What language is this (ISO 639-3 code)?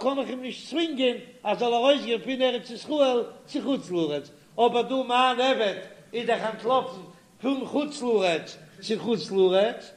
yid